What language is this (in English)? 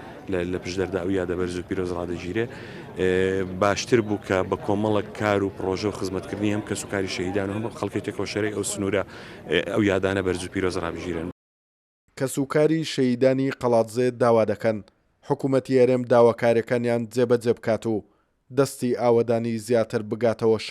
Central Kurdish